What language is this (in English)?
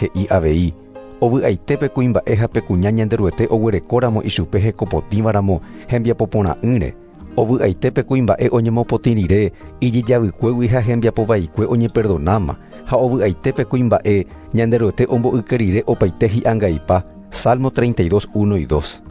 Guarani